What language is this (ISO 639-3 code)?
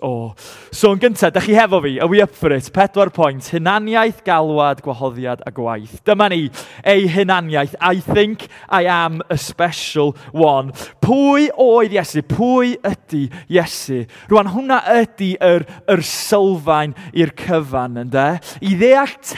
cym